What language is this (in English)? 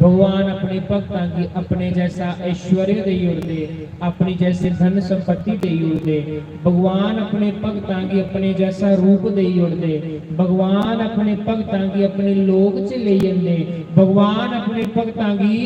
Dogri